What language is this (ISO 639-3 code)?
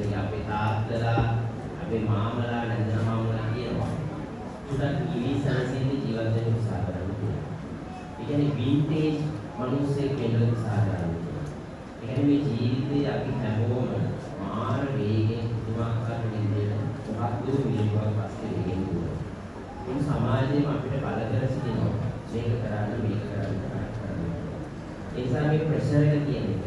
sin